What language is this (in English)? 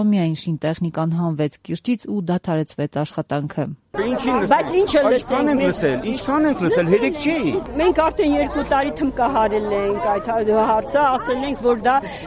Armenian